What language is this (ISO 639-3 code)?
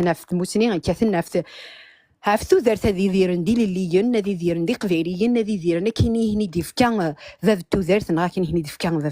kab